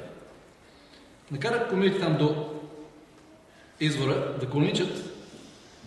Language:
Bulgarian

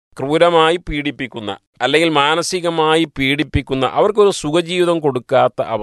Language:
Malayalam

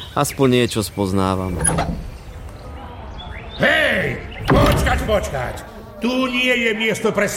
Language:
Slovak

